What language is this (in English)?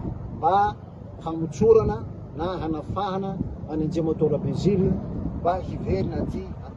Malagasy